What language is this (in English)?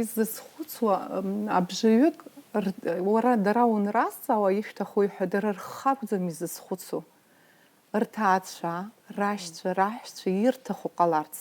Abkhazian